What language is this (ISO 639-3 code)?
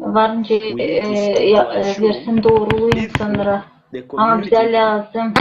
gag